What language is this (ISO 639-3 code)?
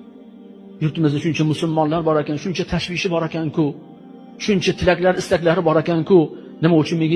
uzb